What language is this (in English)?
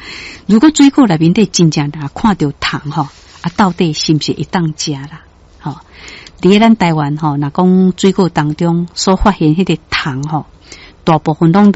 Min Nan Chinese